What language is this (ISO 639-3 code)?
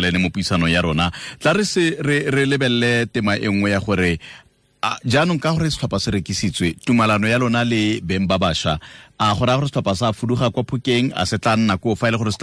tsn